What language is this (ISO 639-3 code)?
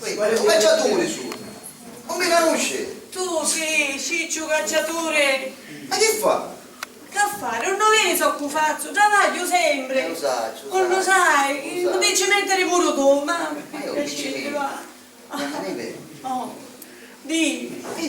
scn